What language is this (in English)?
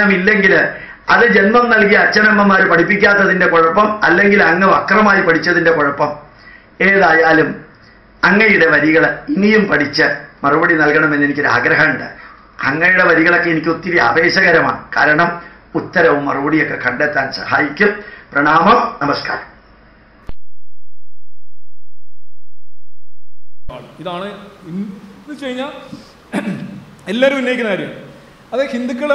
Malayalam